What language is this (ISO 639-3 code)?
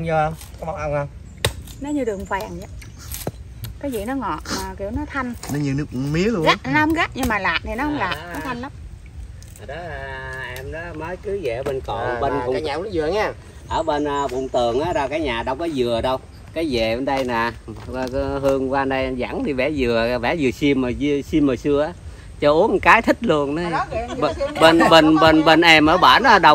vie